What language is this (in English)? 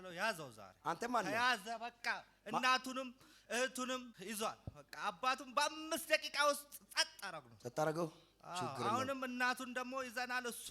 Amharic